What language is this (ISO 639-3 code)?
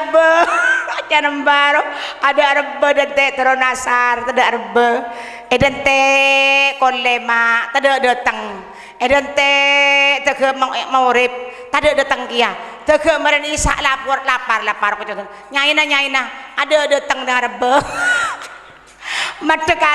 mad